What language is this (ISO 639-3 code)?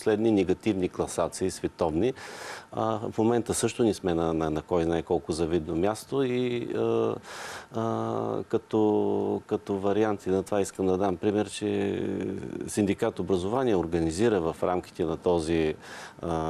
bul